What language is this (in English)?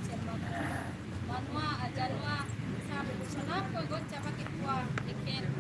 Santali